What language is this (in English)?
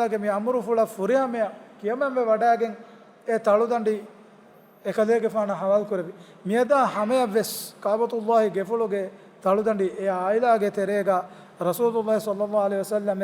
Divehi